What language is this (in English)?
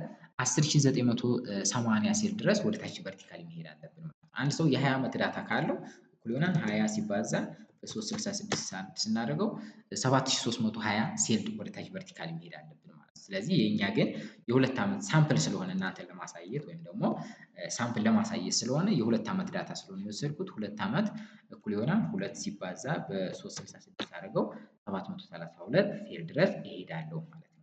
Amharic